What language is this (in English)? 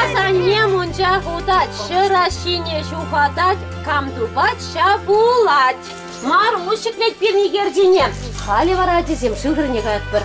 Chuvash